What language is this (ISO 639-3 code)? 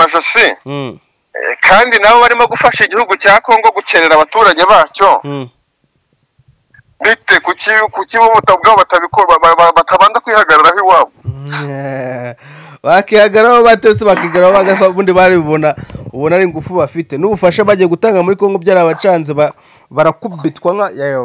kin